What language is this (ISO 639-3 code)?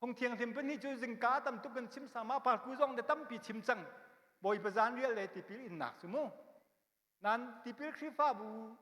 cnh